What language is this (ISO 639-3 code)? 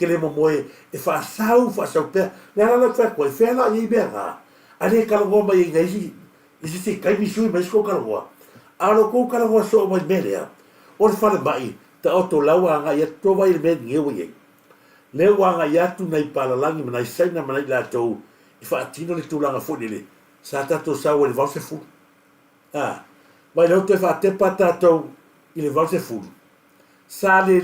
smo